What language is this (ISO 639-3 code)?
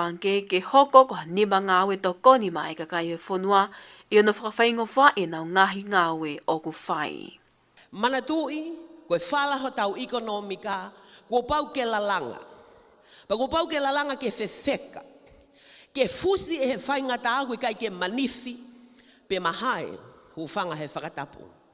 ton